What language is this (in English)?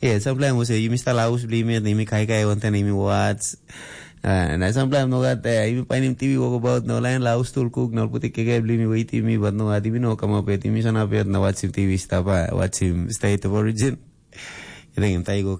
Tok Pisin